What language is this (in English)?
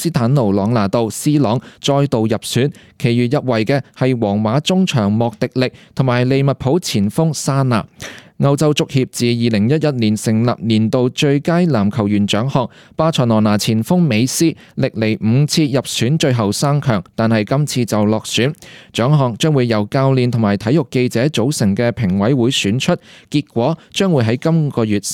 Cantonese